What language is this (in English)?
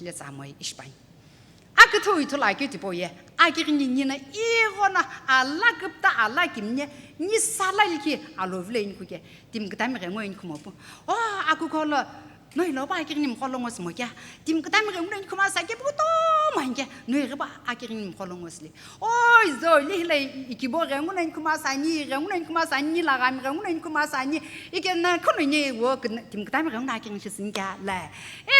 Sumi Naga